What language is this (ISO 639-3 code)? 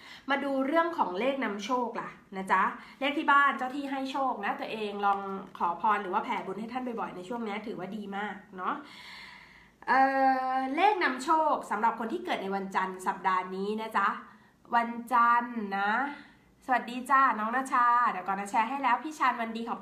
tha